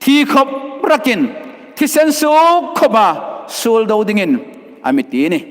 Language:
Hmar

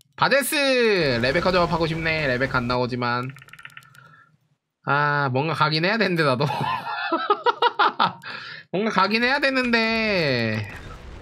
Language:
Korean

